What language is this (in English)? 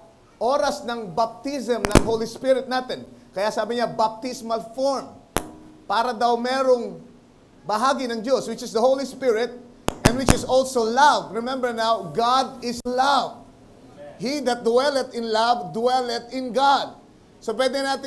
Filipino